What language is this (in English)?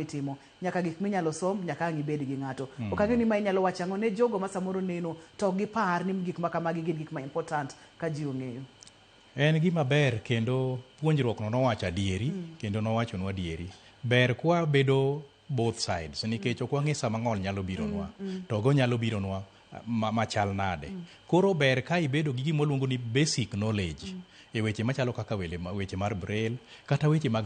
Luo (Kenya and Tanzania)